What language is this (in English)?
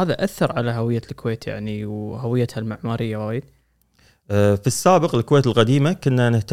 Gulf Arabic